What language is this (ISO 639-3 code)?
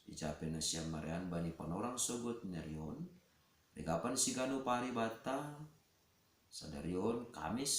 bts